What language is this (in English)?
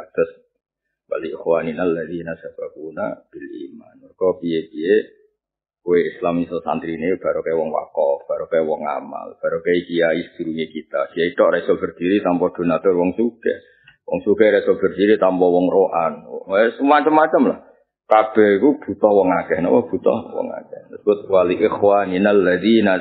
Javanese